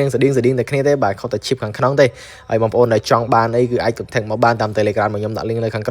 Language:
Khmer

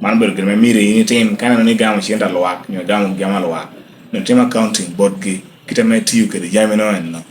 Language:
Lango (Uganda)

